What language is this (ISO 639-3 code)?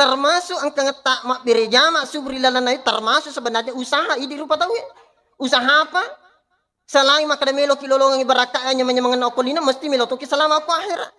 bug